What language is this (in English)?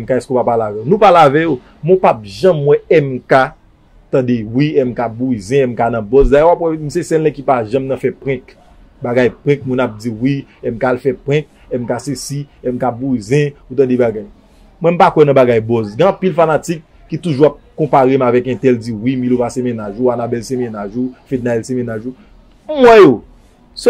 Haitian Creole